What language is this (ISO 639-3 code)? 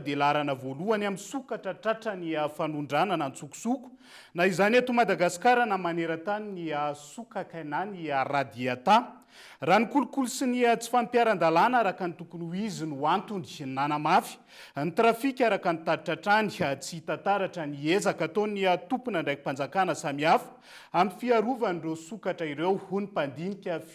mlg